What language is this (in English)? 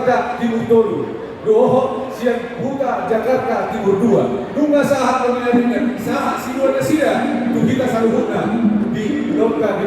Batak Toba